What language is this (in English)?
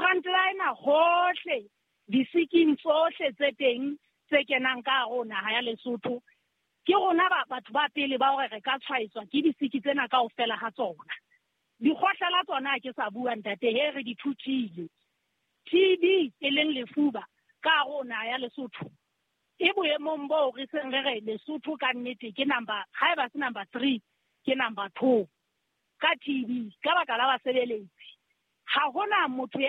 Southern Sotho